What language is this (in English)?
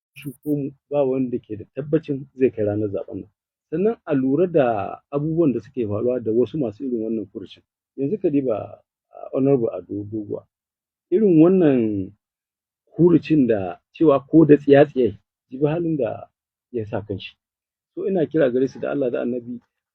Hausa